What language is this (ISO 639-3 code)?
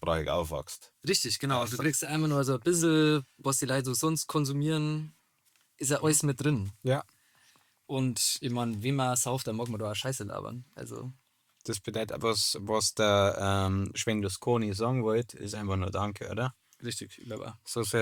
bar